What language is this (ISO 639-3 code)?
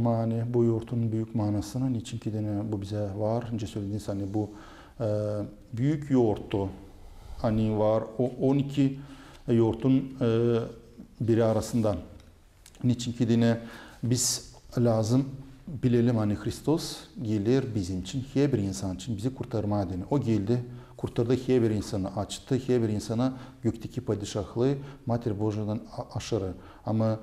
gag